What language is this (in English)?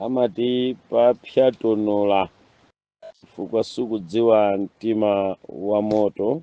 Nyanja